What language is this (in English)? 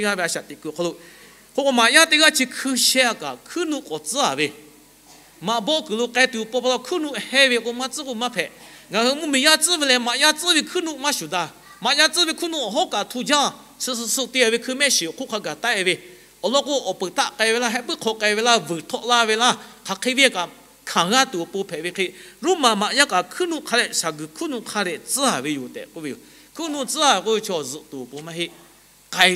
Lahu